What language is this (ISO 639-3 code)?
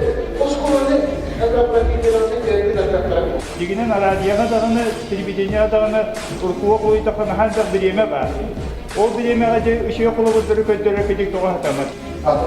sah